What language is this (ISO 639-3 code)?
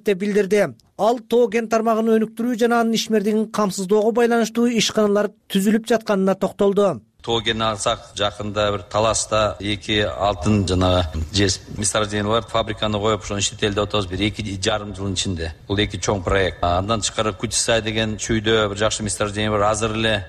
kir